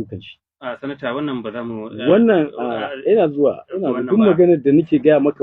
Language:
Hausa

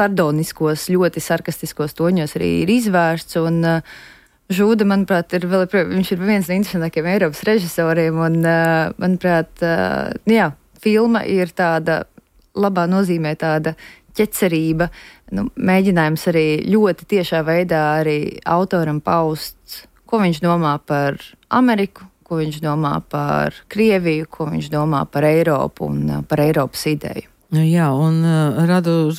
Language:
Latvian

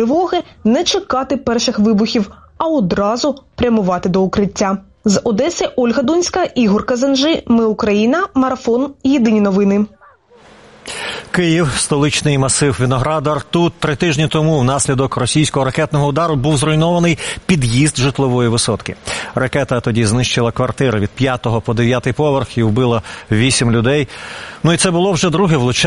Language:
Ukrainian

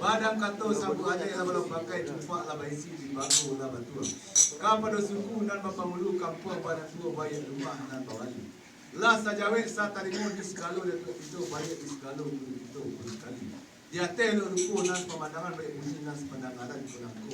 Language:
Minangkabau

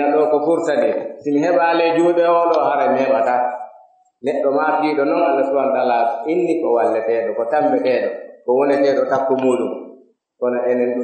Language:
Pular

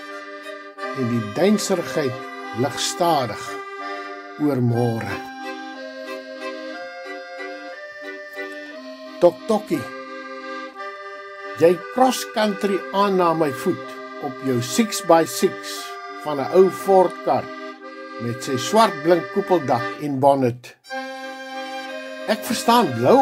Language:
Afrikaans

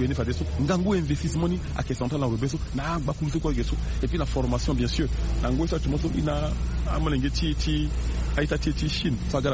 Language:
Sango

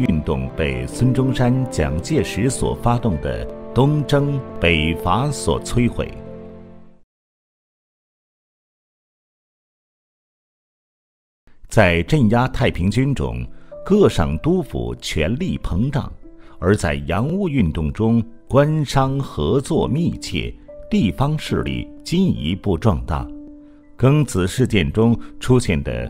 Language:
Chinese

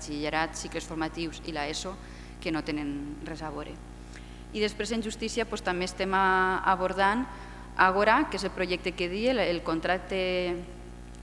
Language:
Catalan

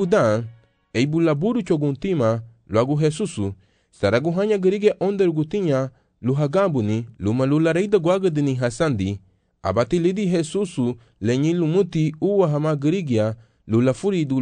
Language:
Garifuna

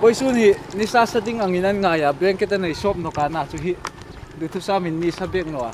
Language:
Hmar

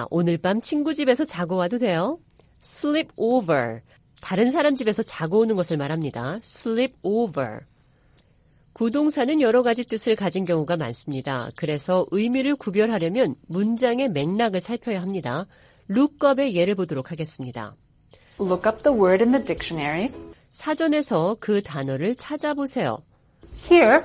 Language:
Korean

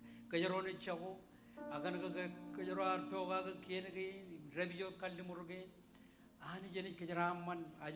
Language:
Marshallese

